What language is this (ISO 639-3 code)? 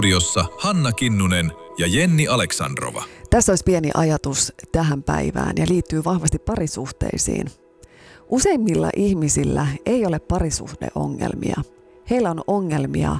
fin